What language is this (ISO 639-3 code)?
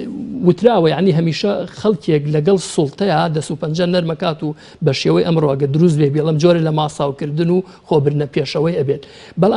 ckb